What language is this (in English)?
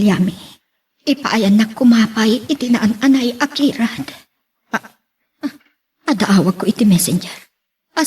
Iloko